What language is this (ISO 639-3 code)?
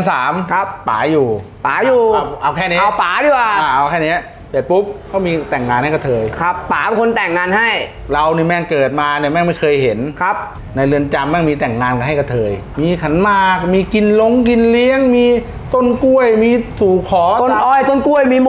tha